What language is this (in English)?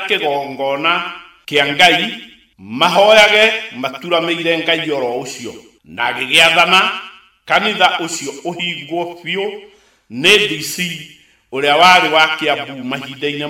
Kikuyu